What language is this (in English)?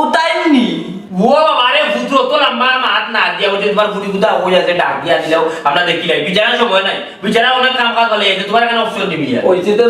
Sylheti